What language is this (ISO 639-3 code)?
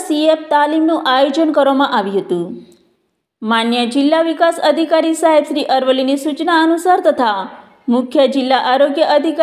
guj